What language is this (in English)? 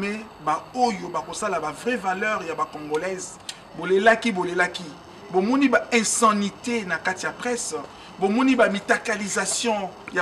Lingala